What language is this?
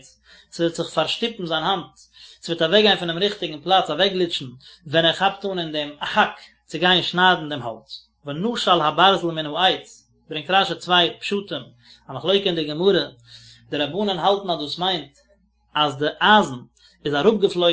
Yiddish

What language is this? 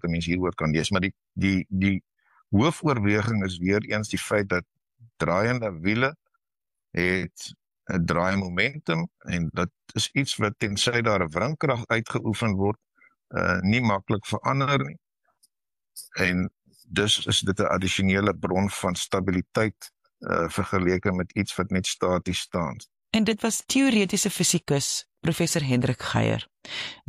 Afrikaans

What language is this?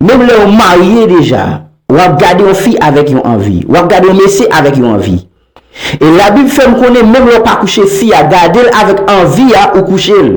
Haitian Creole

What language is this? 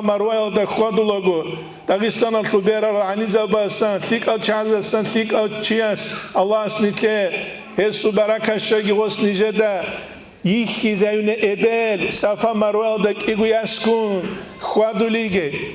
Avaric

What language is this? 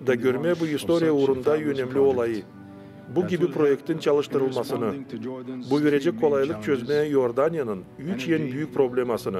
Gagauz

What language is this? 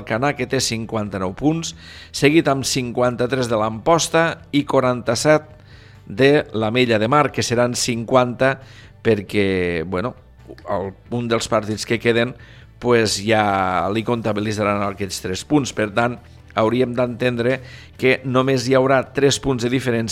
Catalan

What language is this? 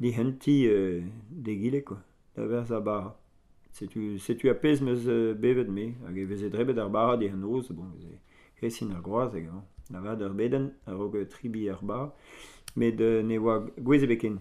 Breton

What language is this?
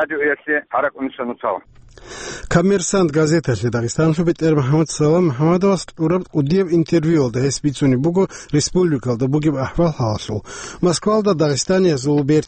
Avaric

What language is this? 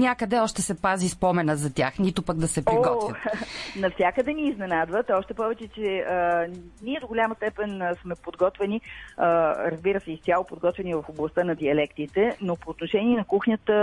Bulgarian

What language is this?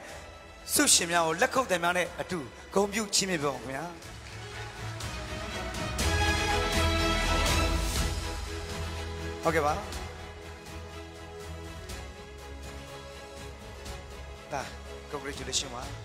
Burmese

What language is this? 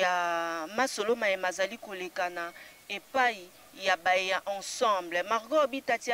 Lingala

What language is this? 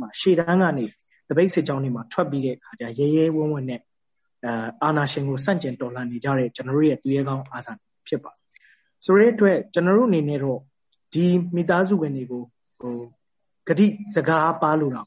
Burmese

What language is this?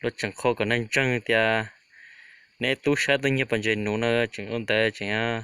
Hmong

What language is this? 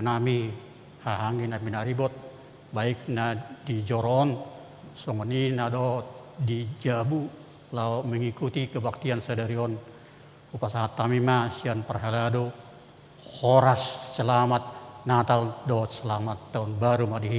Batak Toba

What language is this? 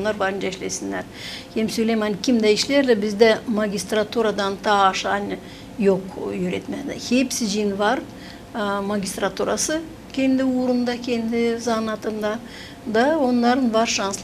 Gagauz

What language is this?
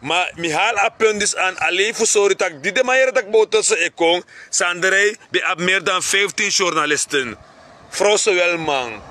Sranan Tongo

